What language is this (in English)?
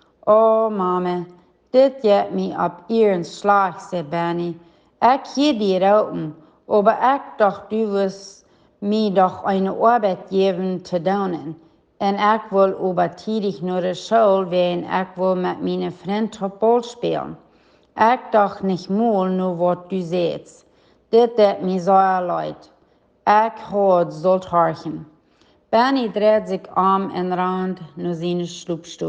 Plautdietsch